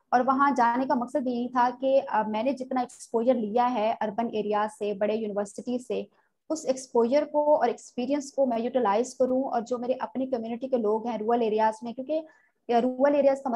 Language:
Urdu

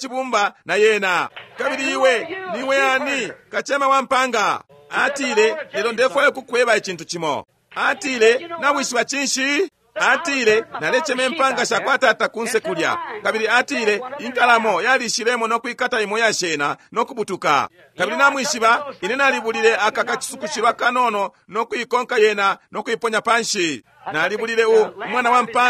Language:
Bemba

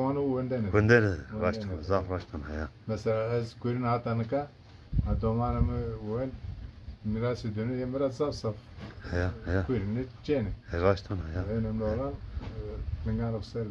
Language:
Zaza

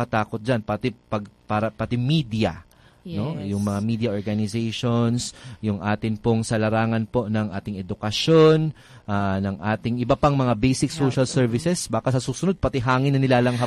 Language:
Filipino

